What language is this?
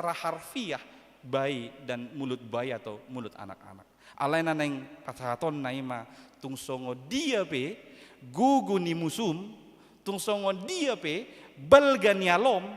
Batak Toba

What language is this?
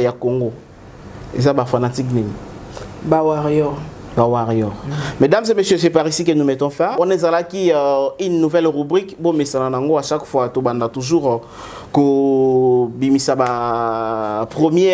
Lingala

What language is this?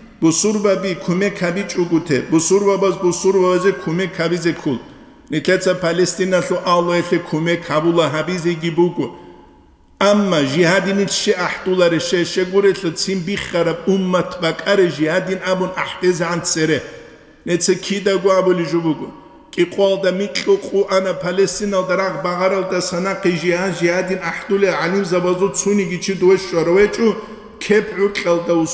Avaric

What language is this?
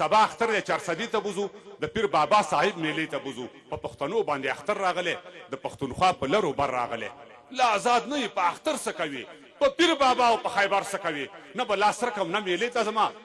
Pashto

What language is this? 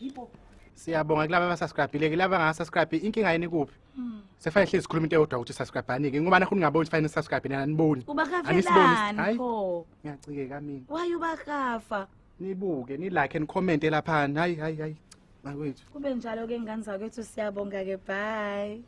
Zulu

